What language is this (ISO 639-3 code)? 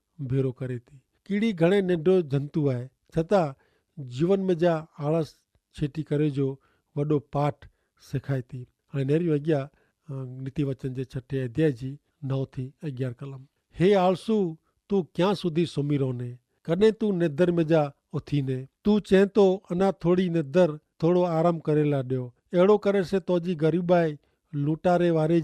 kfr